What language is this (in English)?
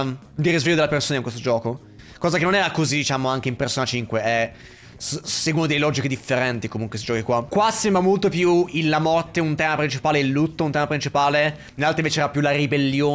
Italian